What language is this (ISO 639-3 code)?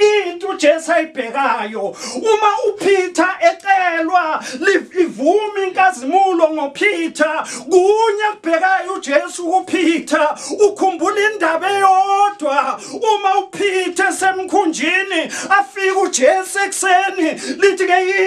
zul